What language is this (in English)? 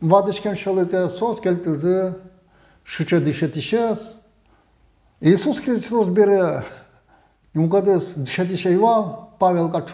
Udmurt